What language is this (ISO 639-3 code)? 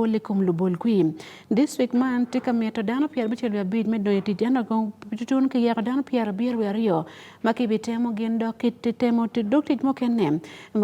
ach